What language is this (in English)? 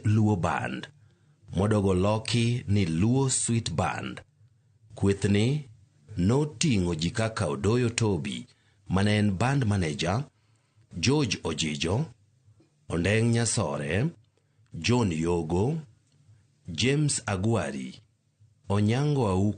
Luo (Kenya and Tanzania)